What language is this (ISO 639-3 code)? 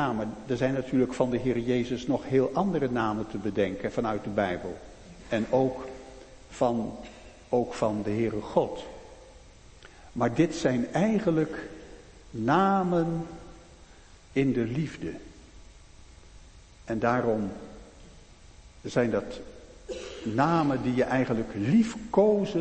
nld